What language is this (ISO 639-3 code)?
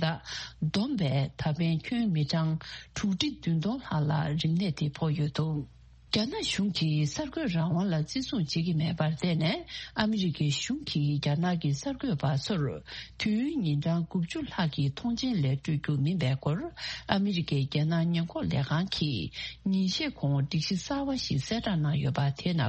bod